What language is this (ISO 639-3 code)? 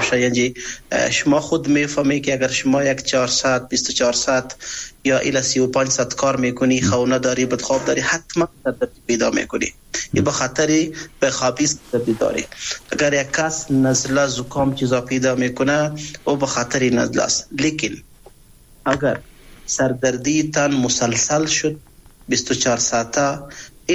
fas